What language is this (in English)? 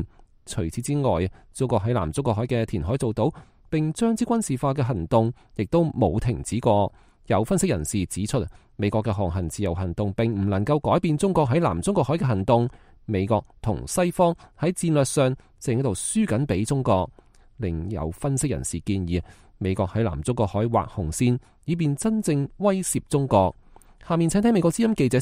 Cantonese